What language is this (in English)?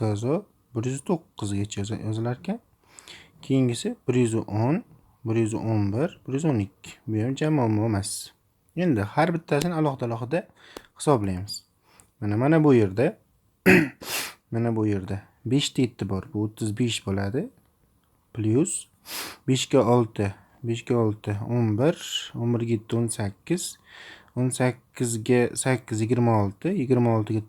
Uzbek